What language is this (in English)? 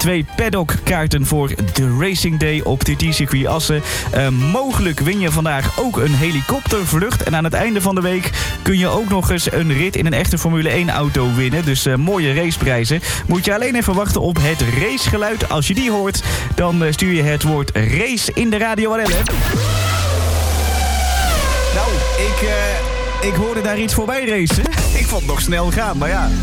Dutch